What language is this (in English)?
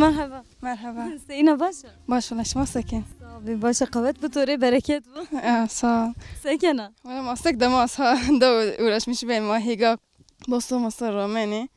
Zaza